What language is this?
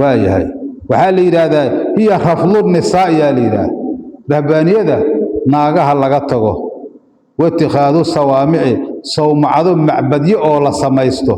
Somali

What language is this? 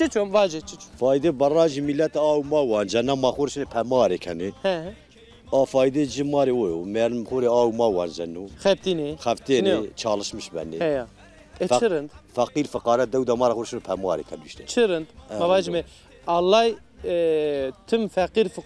Zaza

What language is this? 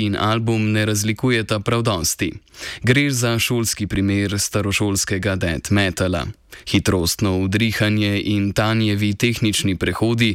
Slovenian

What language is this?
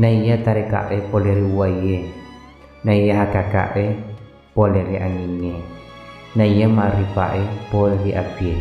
Buginese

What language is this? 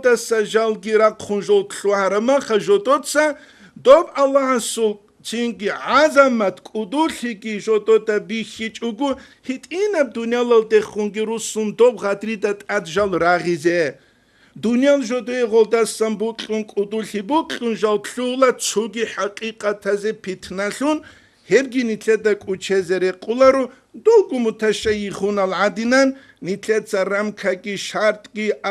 Avaric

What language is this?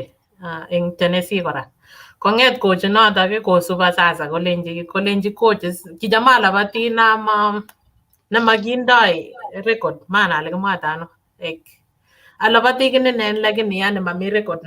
Kalenjin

